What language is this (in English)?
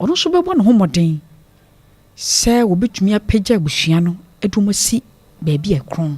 Akan